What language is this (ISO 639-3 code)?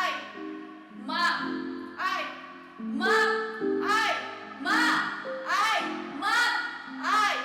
abk